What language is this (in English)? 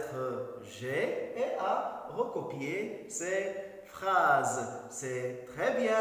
French